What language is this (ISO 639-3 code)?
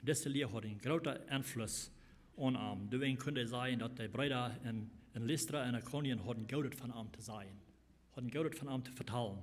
pdt